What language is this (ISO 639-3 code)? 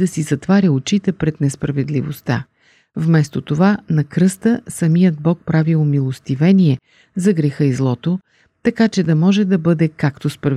bul